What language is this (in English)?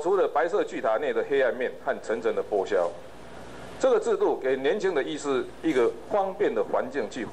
Chinese